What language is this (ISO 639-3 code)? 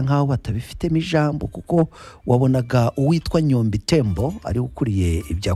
kin